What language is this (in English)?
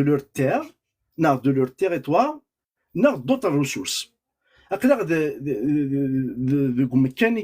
Kabyle